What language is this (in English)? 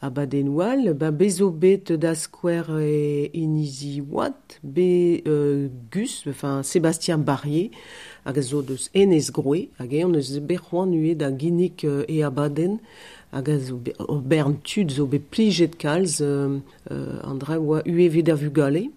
Breton